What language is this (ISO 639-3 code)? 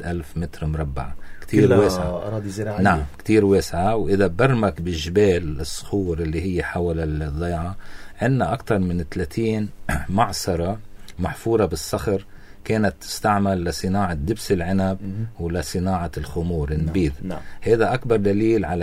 apc